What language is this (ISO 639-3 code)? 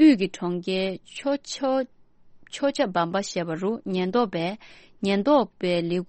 bod